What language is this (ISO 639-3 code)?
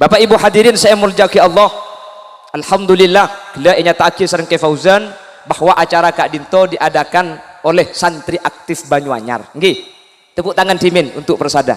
mad